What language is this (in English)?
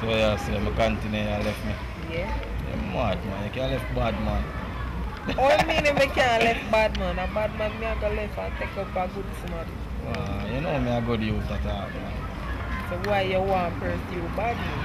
Jamaican Creole English